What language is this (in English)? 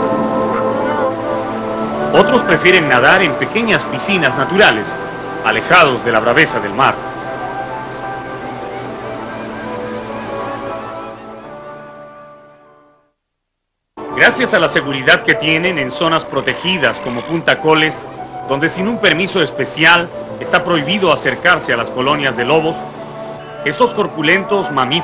Spanish